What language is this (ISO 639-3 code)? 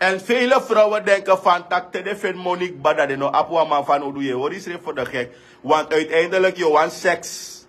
srn